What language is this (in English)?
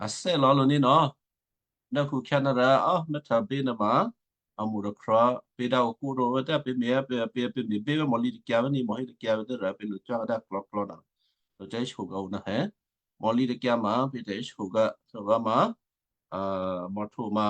Western Kayah